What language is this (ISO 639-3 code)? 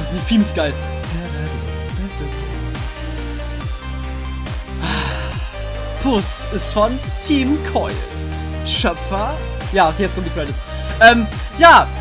deu